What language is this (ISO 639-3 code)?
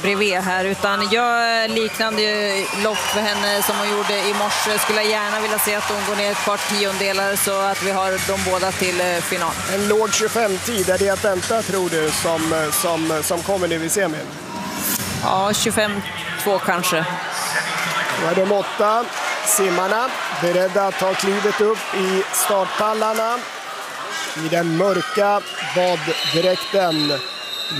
swe